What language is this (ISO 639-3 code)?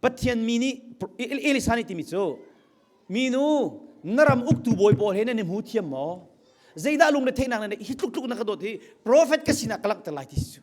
cnh